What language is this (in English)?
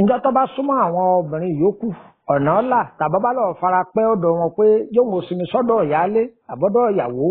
Yoruba